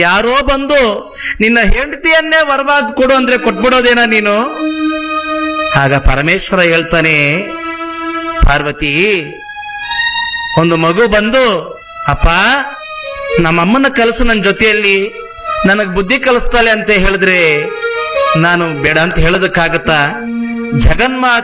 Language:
Kannada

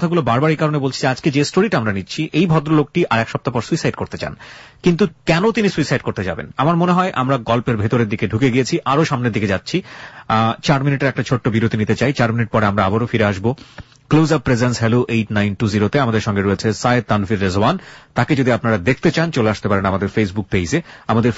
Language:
Bangla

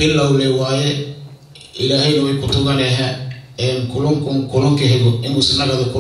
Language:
Somali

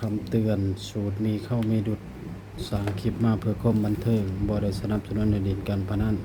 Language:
Northeastern Thai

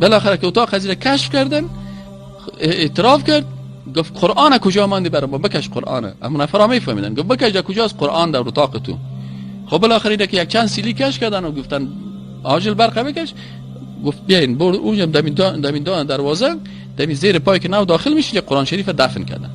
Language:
Persian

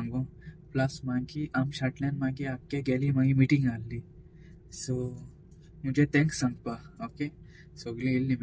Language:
Konkani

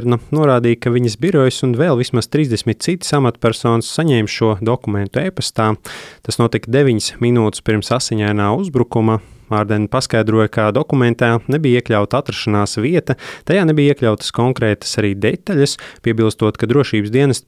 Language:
Latvian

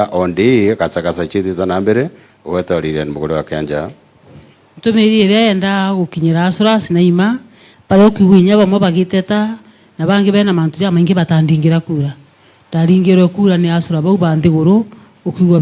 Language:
Meru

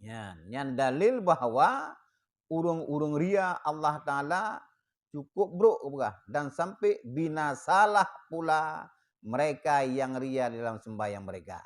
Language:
Achinese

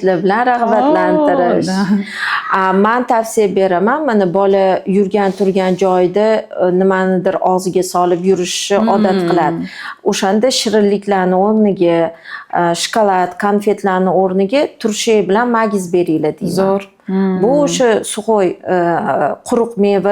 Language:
Uzbek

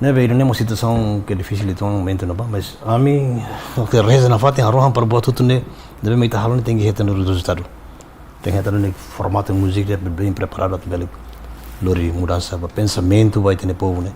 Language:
Tetum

